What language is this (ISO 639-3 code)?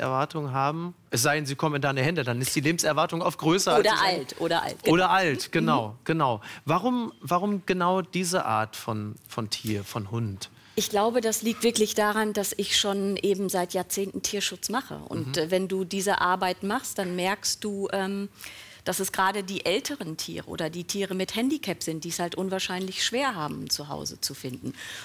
deu